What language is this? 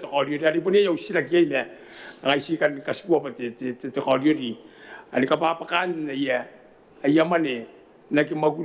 Gilbertese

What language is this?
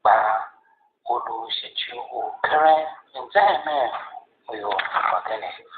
Tiv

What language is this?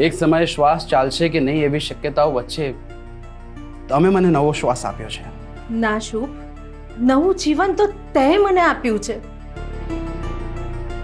Gujarati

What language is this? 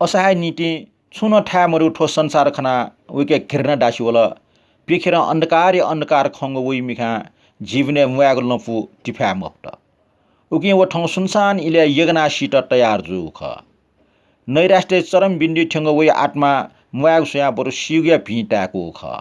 Newari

